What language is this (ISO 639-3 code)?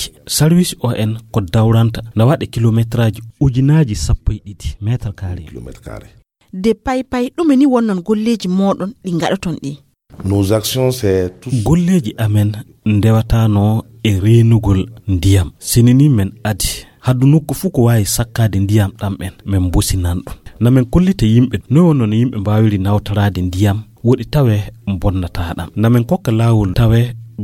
ful